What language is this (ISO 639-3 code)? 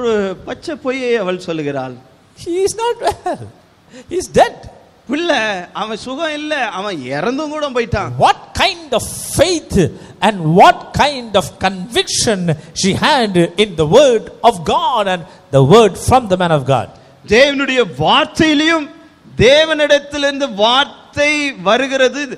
tam